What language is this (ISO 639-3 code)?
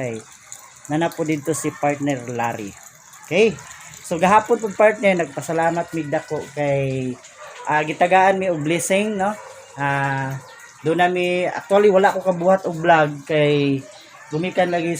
ceb